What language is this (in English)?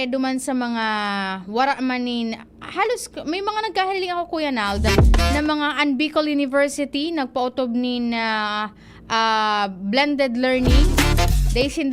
Bikol